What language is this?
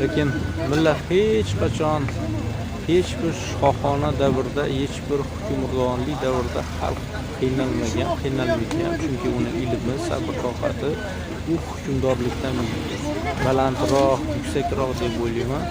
Uzbek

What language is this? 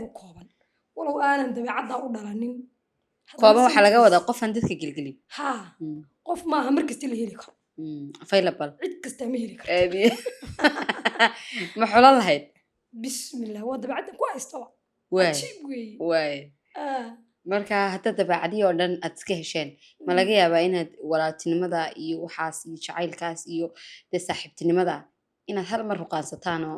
Somali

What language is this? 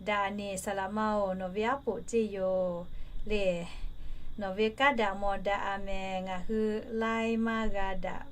Lahu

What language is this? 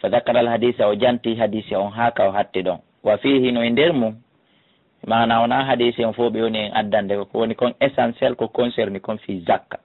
Fula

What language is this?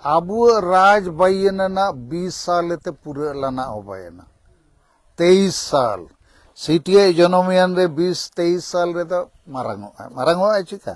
Santali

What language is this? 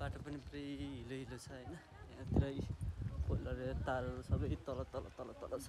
Nepali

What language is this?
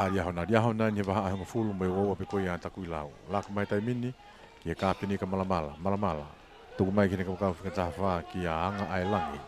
Tongan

